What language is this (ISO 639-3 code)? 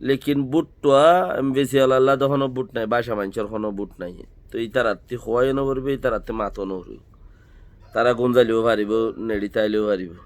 rhg